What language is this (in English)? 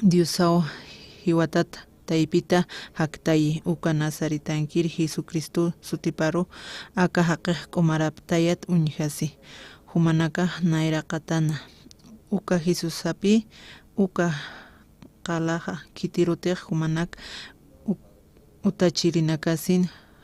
Aymara